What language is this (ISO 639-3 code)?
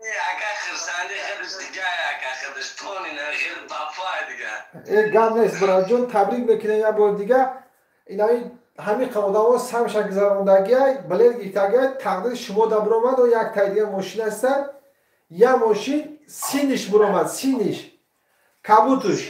tgk